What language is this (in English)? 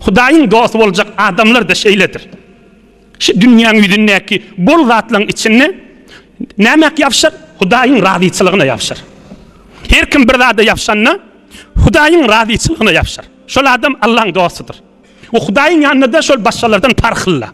Turkmen